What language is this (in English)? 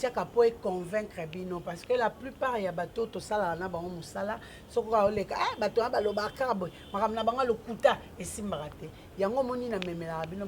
Lingala